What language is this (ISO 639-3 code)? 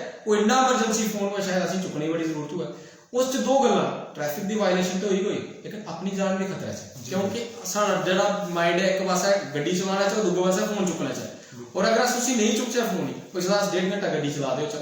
doi